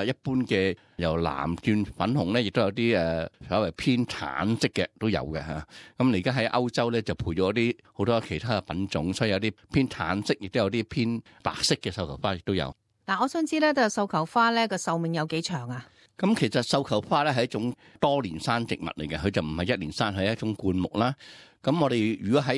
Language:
Cantonese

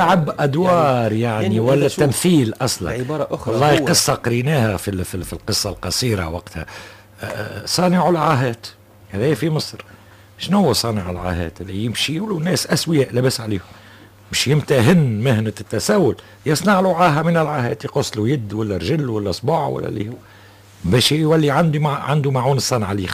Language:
Tunisian Arabic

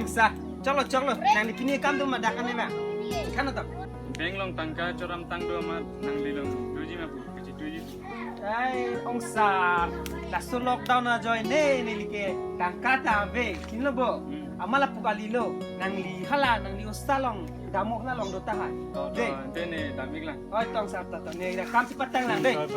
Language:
Karbi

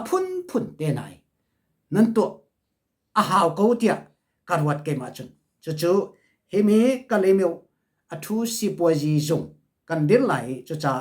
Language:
Hakha Chin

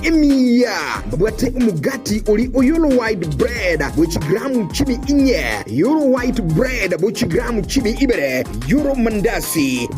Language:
Gusii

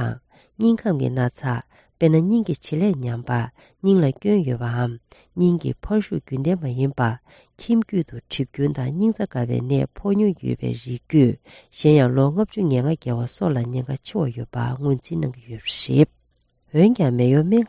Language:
Tibetan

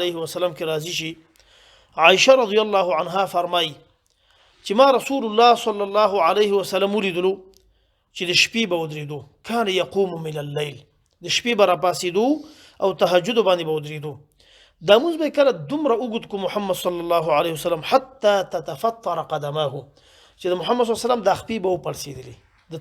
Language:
Pashto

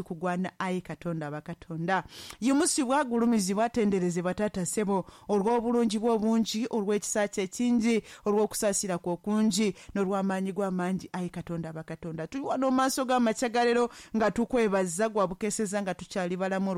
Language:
Ganda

